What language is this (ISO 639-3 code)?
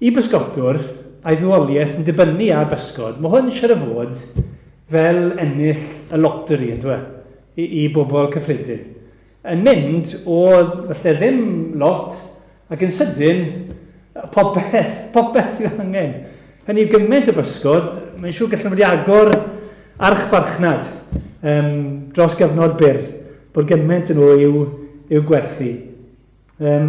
cym